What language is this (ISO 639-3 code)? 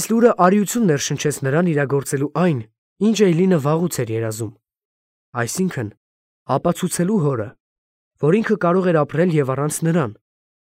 hye